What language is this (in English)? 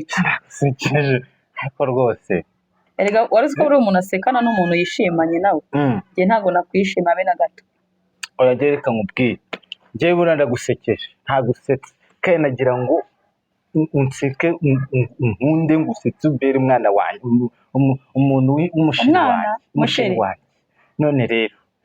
Kinyarwanda